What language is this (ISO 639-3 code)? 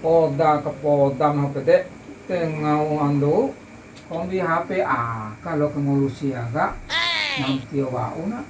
bhp